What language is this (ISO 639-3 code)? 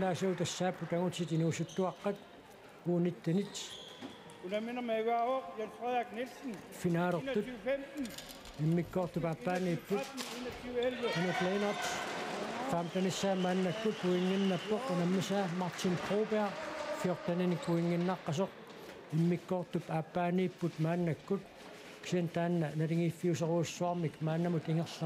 kal